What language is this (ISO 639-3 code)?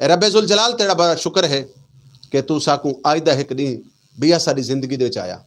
skr